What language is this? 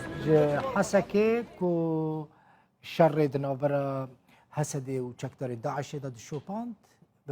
Kurdish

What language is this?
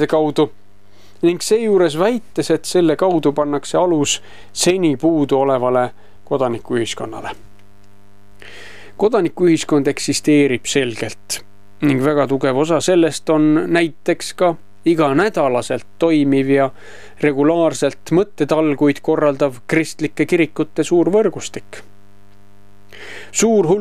Estonian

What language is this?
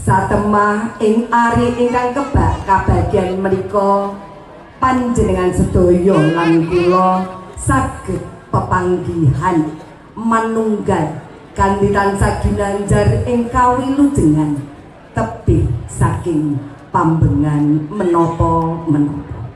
Javanese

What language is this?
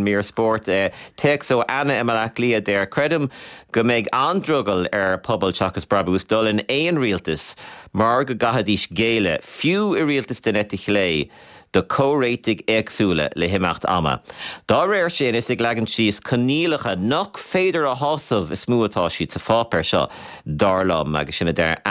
Irish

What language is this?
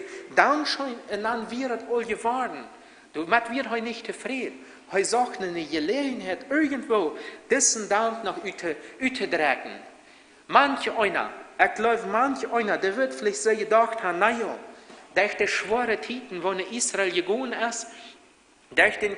Plautdietsch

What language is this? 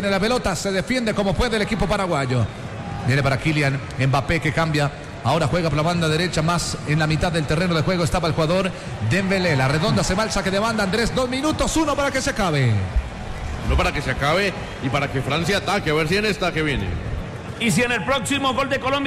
Spanish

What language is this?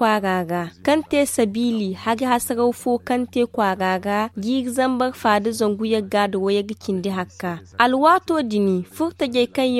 Zarma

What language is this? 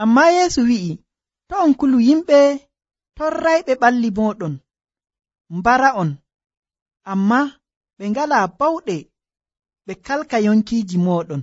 Nigerian Fulfulde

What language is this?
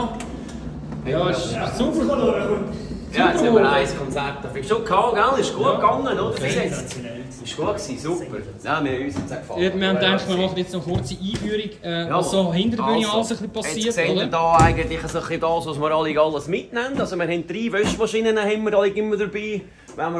Swiss German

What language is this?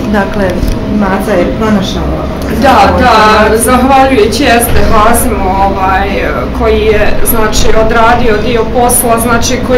Bosnian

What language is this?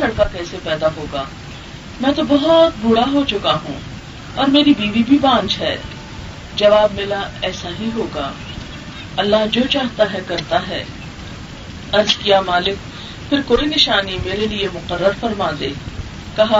Urdu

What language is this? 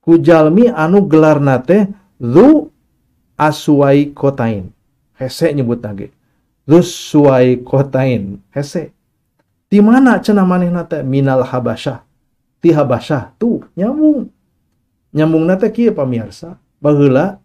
Sundanese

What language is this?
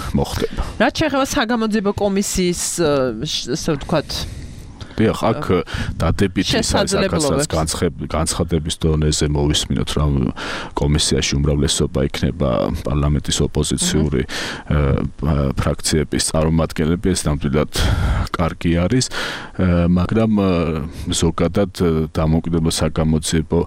Georgian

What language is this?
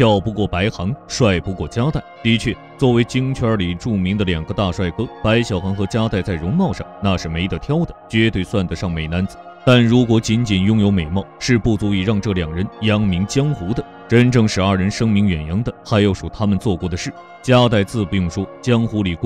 Chinese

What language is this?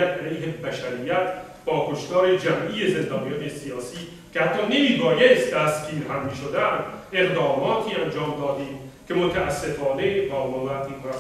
Persian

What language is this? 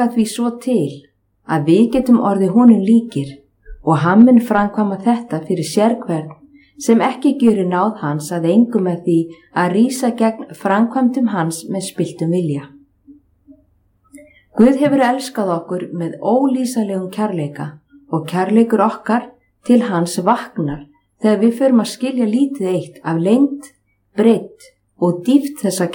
Icelandic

